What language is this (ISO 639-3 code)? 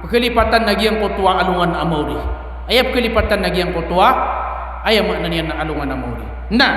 mrw